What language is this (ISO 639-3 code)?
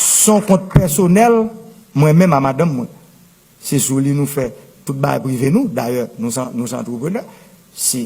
hat